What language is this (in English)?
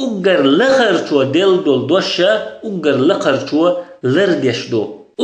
Chechen